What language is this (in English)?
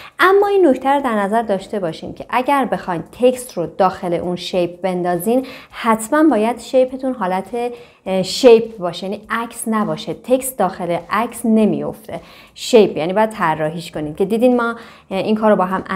Persian